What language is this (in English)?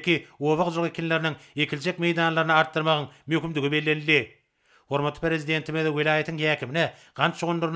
Turkmen